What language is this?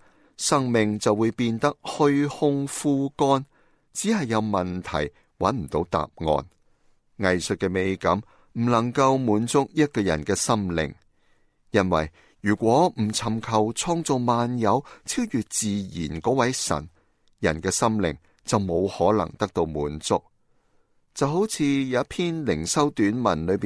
Cantonese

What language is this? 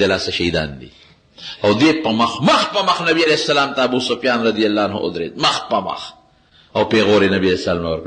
Pashto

